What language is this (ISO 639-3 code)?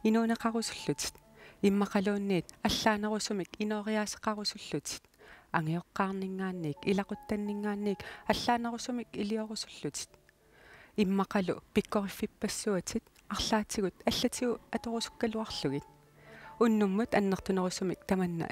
kal